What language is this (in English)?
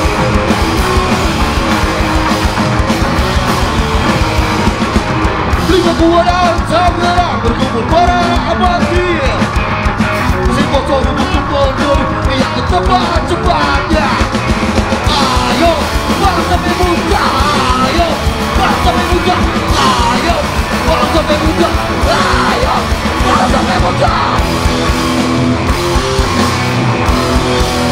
Indonesian